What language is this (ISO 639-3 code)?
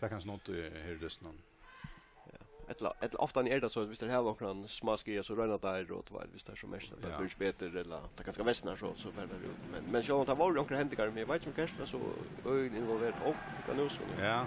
fao